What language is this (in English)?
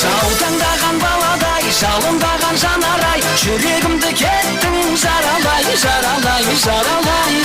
Kara-Kalpak